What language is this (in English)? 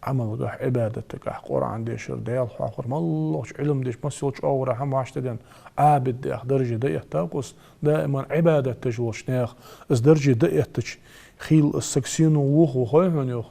Ingush